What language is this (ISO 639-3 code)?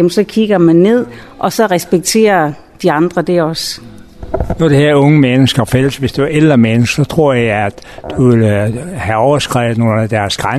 dan